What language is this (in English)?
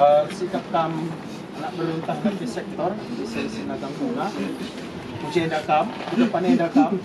Batak Karo